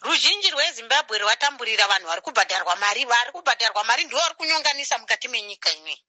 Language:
Shona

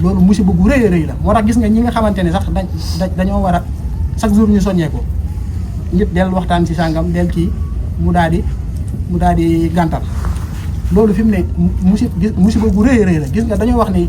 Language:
Wolof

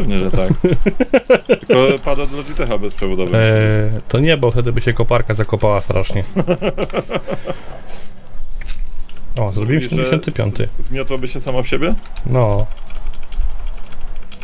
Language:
Polish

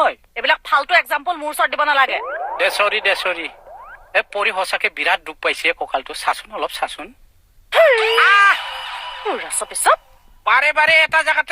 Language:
Assamese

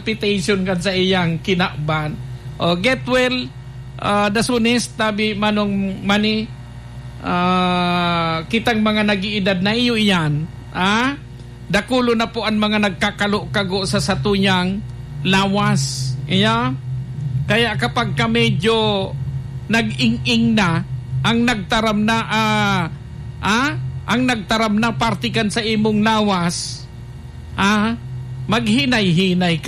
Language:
Bikol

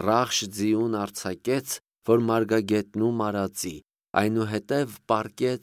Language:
Armenian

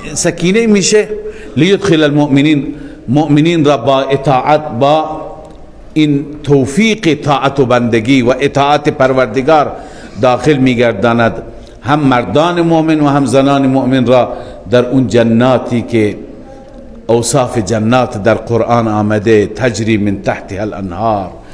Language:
Persian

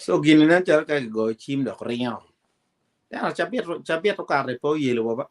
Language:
Acoli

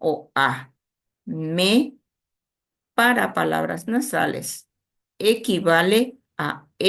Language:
Guarani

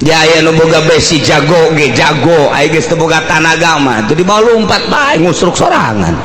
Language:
Sundanese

